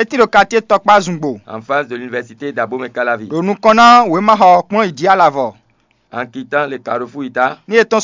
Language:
Fon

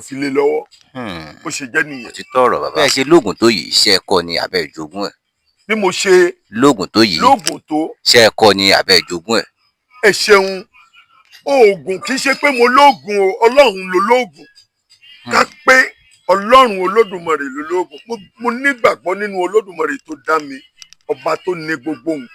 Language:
Yoruba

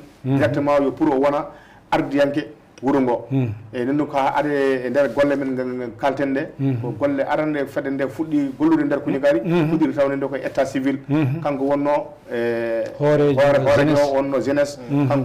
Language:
Fula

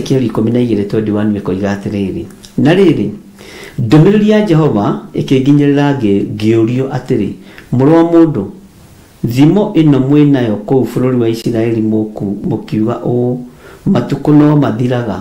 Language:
Kikuyu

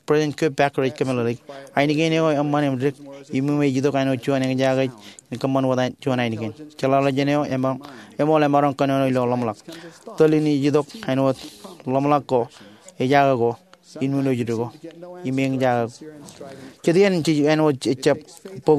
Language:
Marshallese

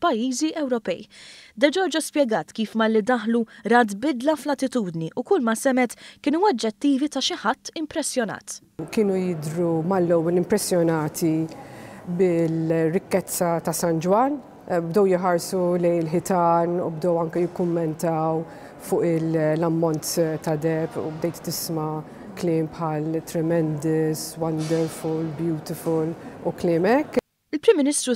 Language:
Maltese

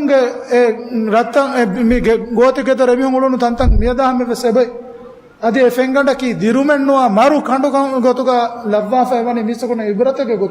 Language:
Divehi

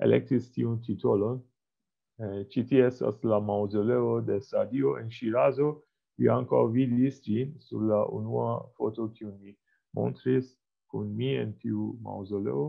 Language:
Esperanto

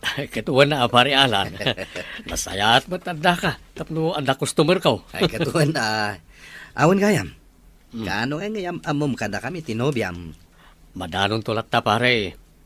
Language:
Iloko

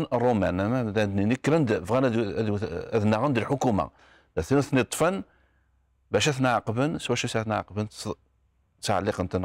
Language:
Kabyle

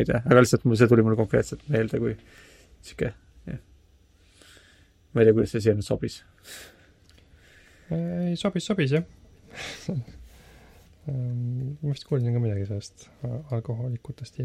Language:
Estonian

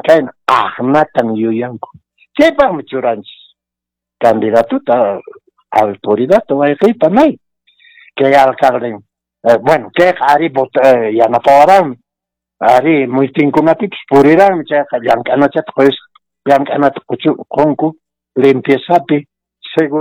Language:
Quechua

